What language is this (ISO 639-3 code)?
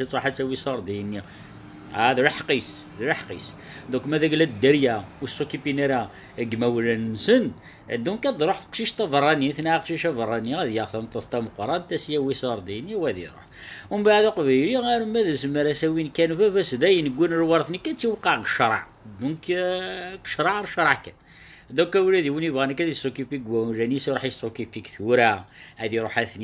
kab